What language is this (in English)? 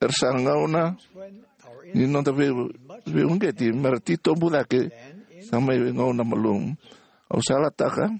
Fijian